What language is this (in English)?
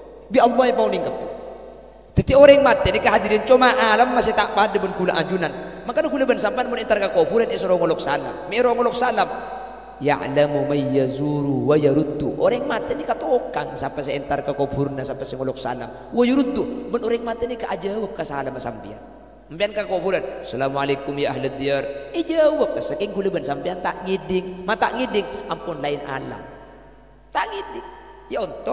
Madurese